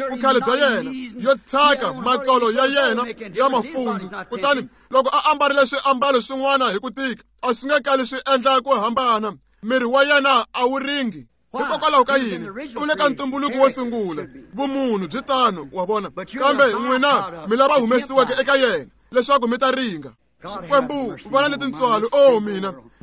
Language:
Tsonga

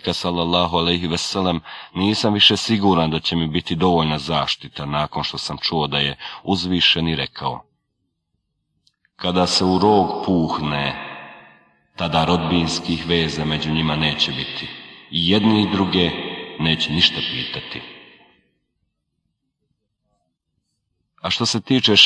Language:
Bosnian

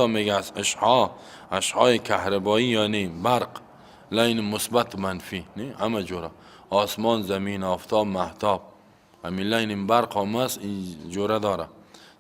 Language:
Persian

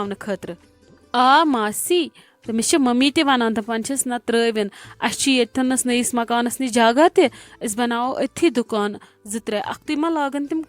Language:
Kashmiri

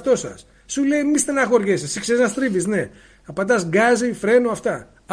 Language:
Greek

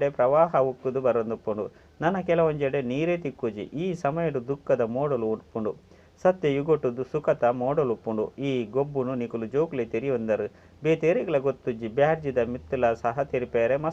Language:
Tulu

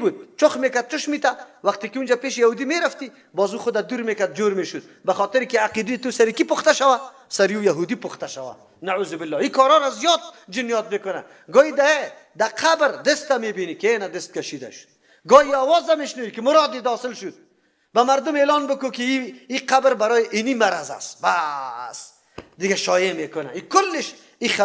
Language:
Persian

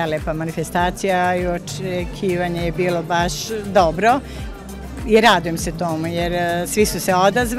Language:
Serbian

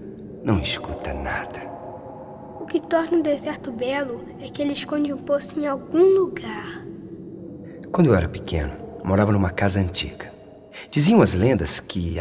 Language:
Portuguese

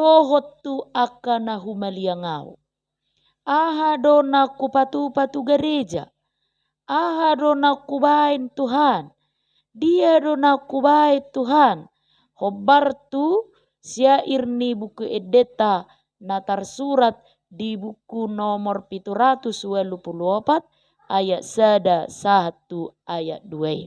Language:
Batak Toba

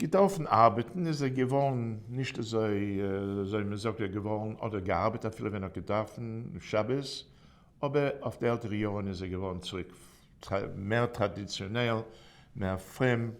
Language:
Yiddish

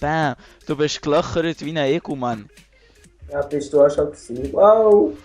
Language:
Swiss German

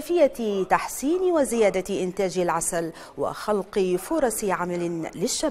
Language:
Arabic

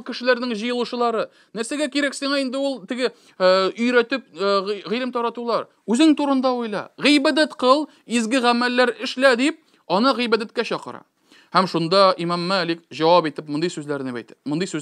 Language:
Tatar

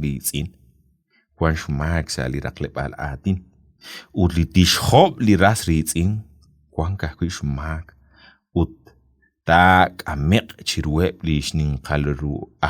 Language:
Kekchí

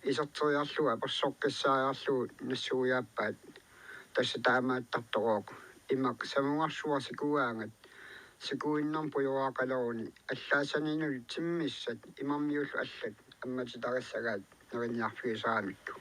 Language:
Kalaallisut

